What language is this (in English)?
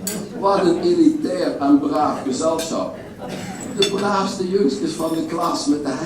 Limburgish